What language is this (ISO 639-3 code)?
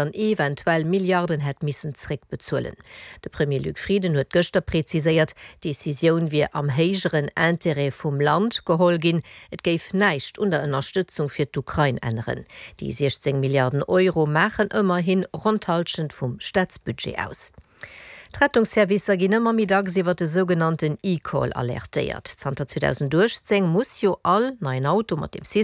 ltz